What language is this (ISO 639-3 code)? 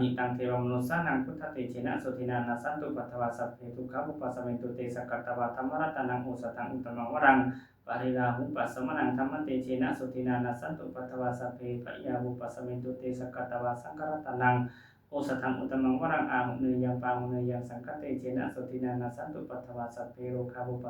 pli